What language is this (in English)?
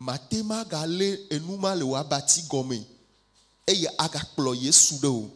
Ewe